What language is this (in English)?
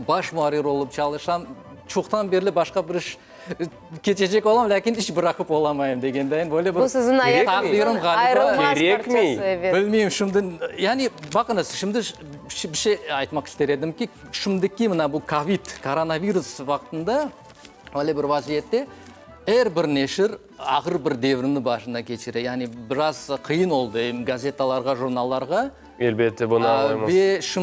Crimean Tatar